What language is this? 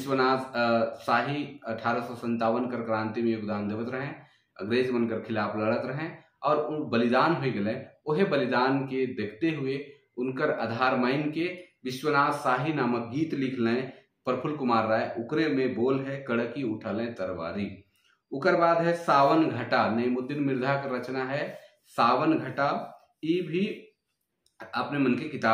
Sadri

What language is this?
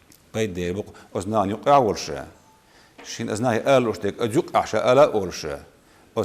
Chechen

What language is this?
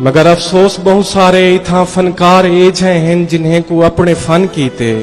Saraiki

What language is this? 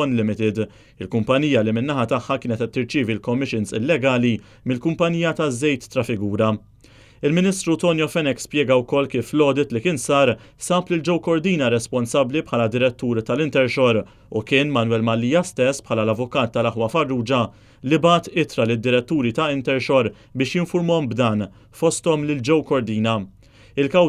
Maltese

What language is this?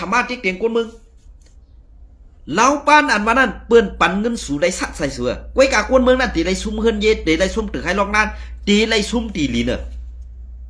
Shan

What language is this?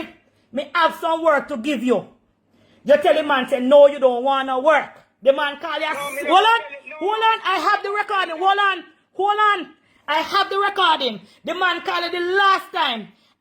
Jamaican Creole English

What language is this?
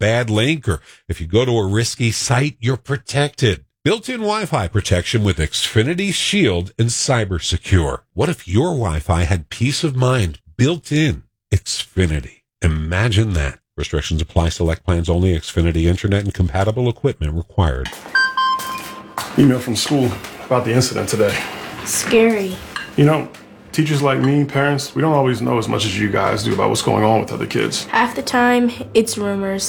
English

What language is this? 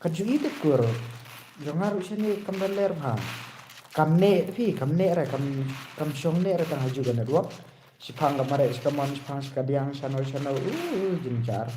Khasi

